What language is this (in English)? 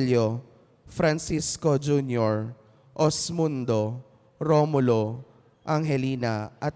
Pampanga